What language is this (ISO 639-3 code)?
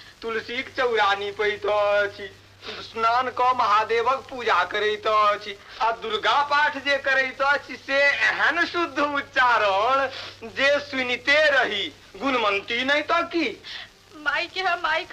mai